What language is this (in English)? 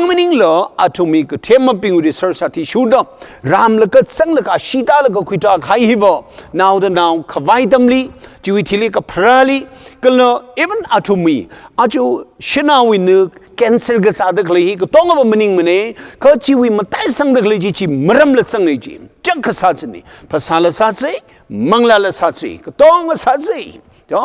Tangkhul Naga (India)